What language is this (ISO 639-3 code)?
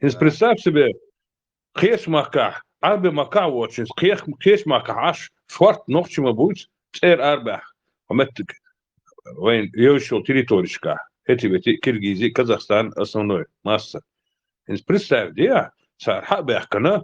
che